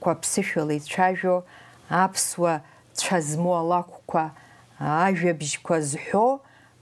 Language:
Abkhazian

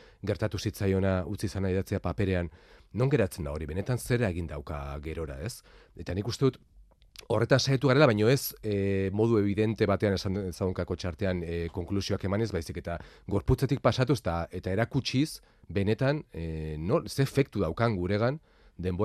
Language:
Basque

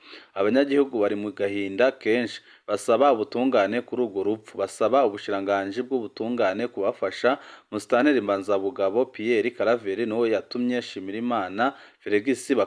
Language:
Rundi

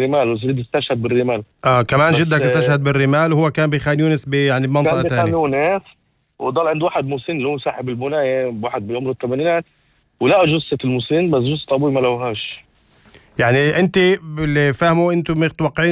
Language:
North Levantine Arabic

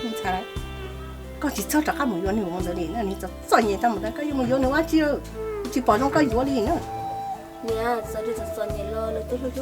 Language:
Hmong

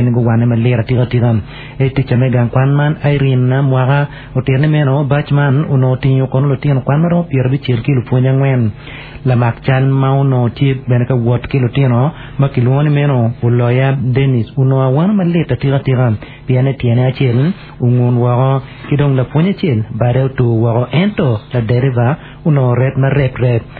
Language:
Acoli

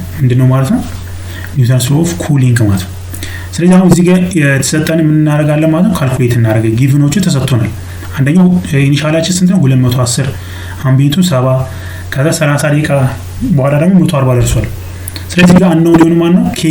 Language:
Amharic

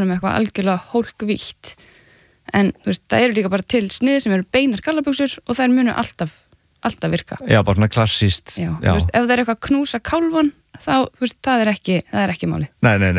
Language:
Icelandic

